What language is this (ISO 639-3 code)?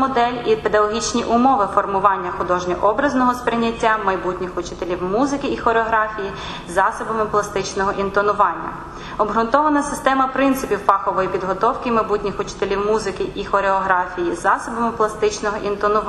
ukr